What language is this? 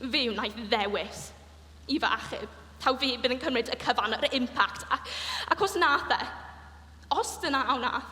Welsh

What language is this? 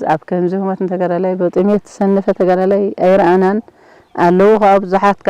Tigrinya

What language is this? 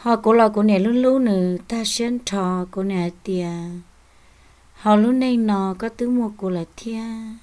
Hmong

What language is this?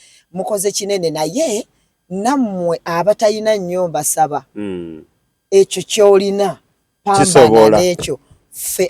Ganda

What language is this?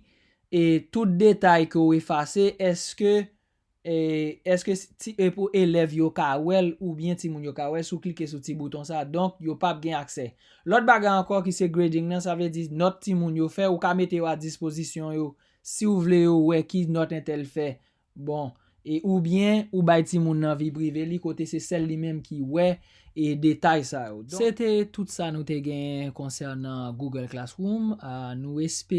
Haitian Creole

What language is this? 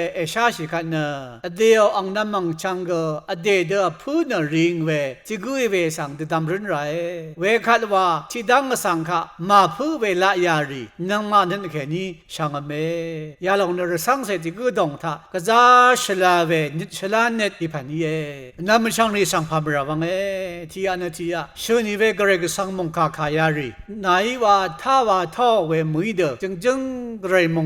Rawang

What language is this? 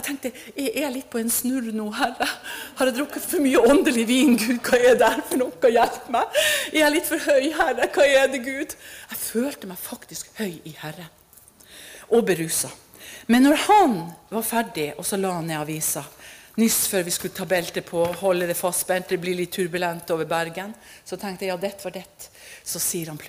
Norwegian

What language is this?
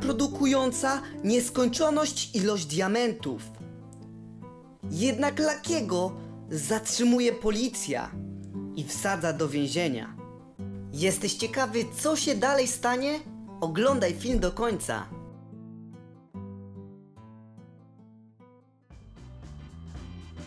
Polish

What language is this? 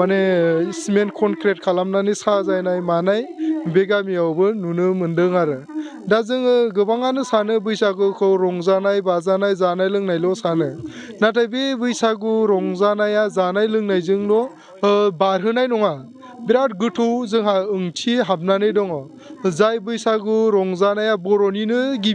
Bodo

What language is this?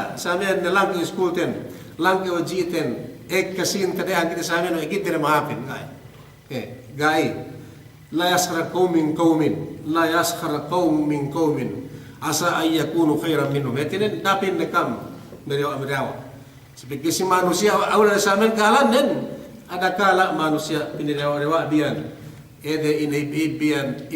Yakan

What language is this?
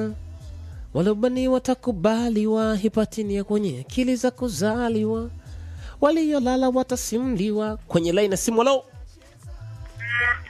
Swahili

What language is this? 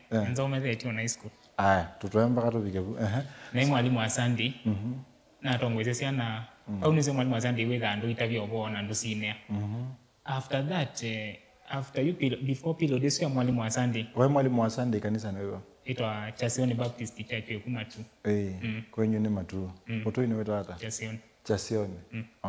Kamba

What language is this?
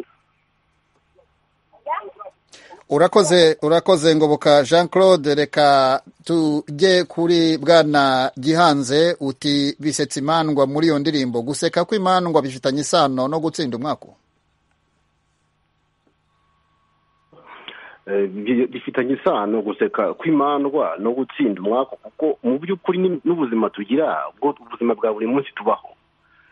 Kinyarwanda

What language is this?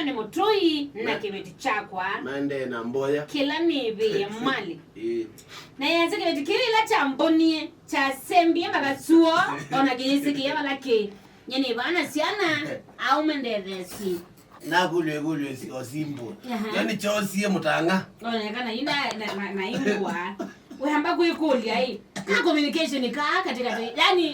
Kamba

